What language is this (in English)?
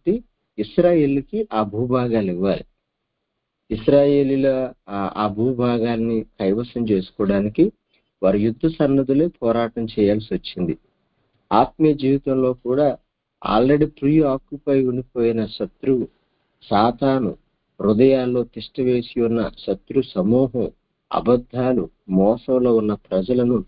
Telugu